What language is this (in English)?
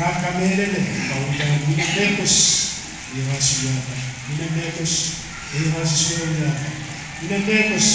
Pohnpeian